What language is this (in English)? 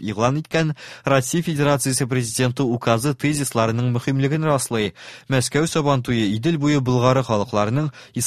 Tatar